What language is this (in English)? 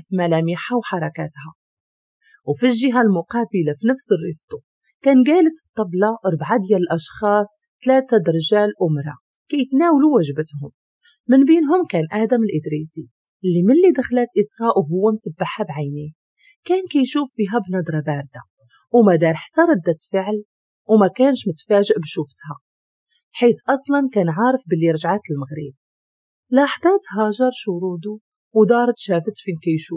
Moroccan Arabic